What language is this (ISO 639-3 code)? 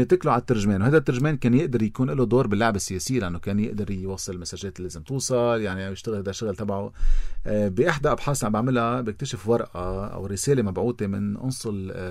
apc